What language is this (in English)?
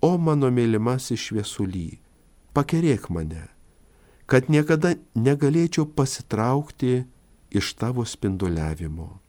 Lithuanian